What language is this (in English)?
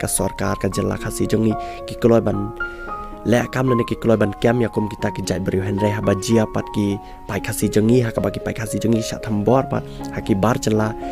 Khasi